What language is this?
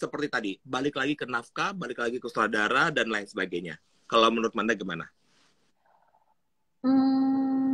Indonesian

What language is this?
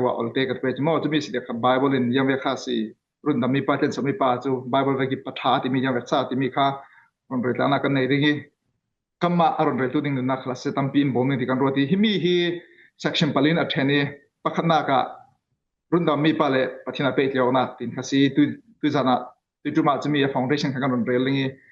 Falam Chin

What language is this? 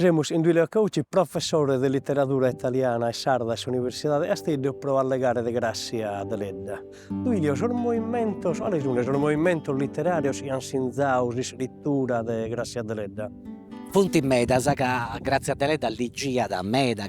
Sardinian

